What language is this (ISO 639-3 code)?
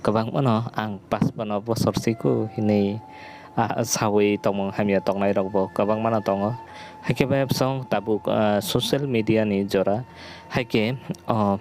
trp